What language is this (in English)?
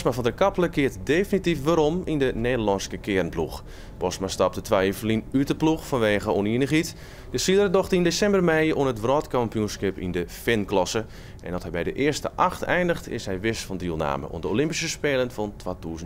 Western Frisian